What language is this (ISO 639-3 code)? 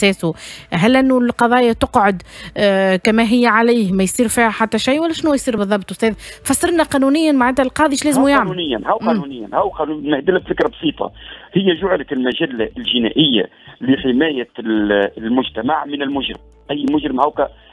aeb